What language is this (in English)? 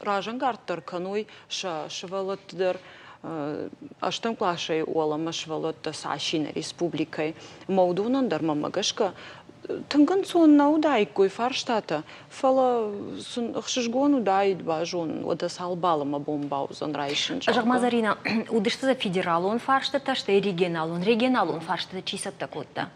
Ossetic